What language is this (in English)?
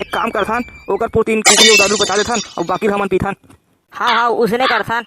Chhattisgarhi